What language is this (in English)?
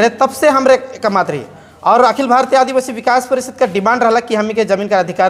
Sadri